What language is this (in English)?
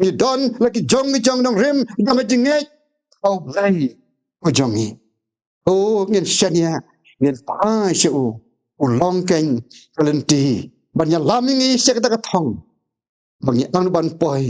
Khasi